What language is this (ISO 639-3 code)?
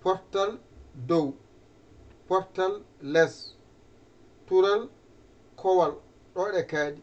ful